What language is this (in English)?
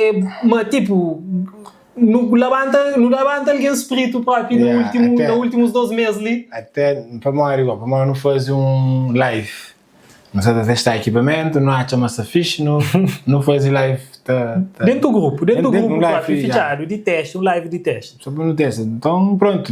Kabuverdianu